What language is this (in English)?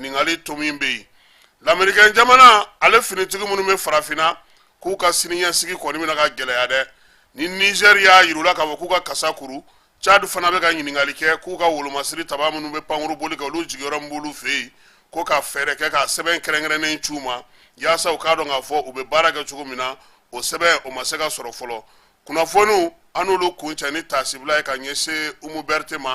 Bambara